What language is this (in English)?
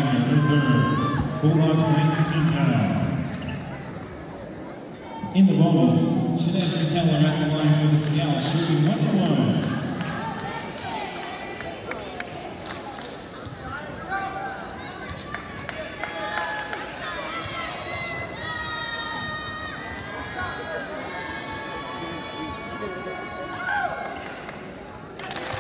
English